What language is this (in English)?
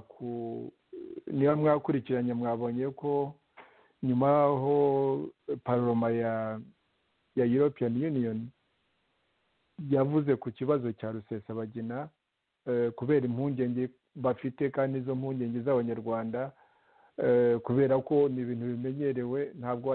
Kinyarwanda